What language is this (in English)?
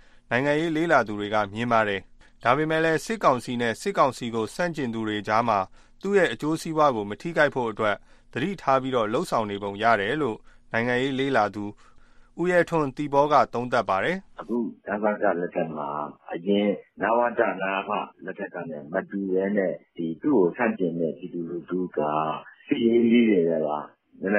Burmese